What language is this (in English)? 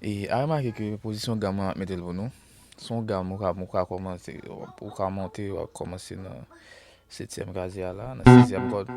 Haitian Creole